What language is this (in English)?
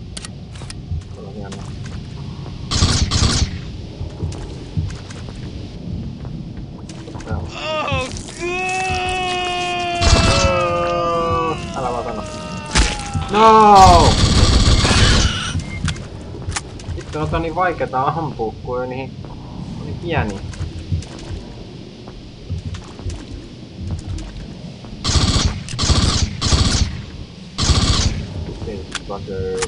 Finnish